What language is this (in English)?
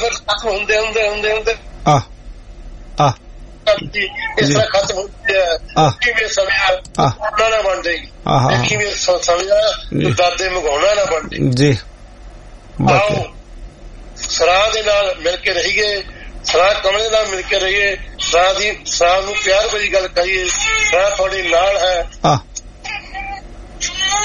Punjabi